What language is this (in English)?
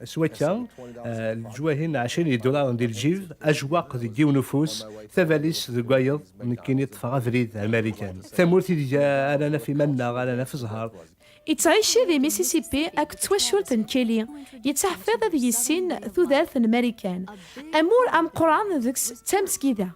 Kabyle